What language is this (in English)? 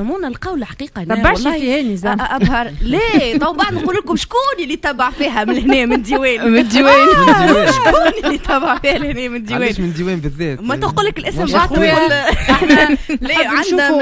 Tunisian Arabic